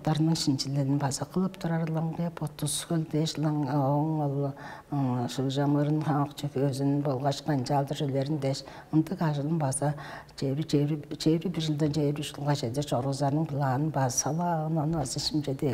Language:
Tuvinian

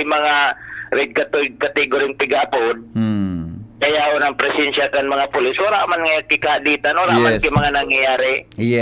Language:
Bikol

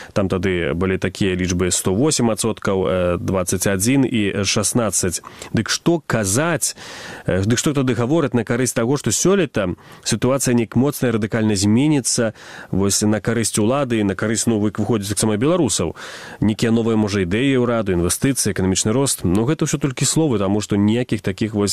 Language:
Belarusian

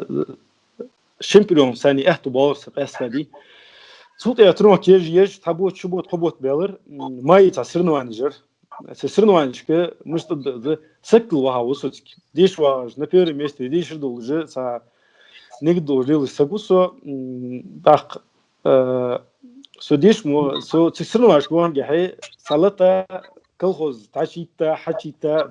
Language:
Ingush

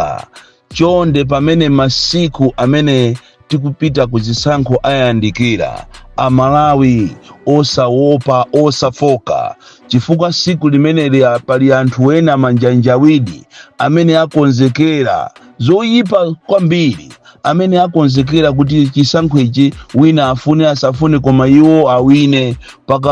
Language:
Nyanja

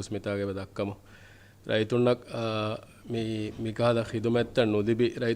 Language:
Divehi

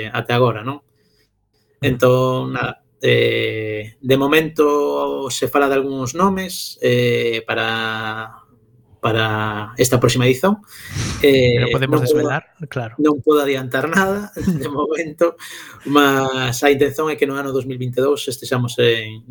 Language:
Galician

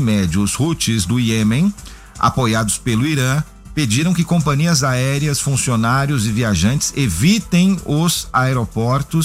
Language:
Portuguese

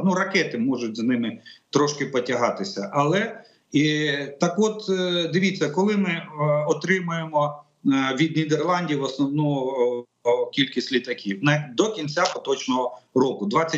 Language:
Ukrainian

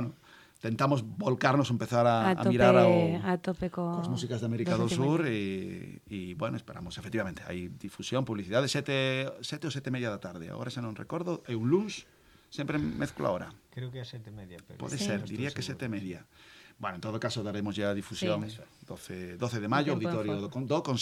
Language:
Galician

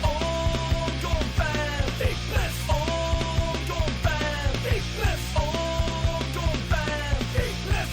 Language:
Limburgish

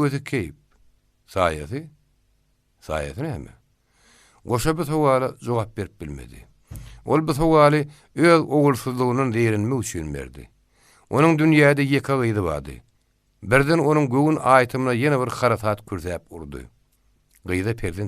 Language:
Turkmen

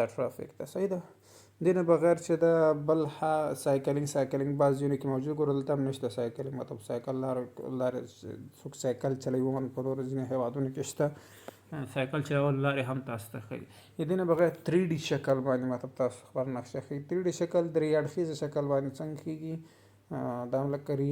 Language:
Pashto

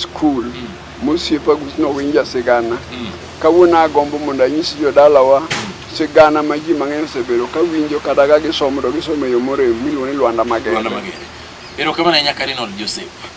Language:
Luo (Kenya and Tanzania)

